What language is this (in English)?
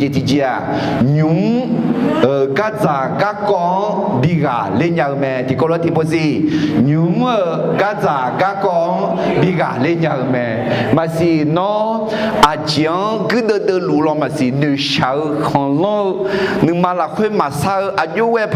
Akha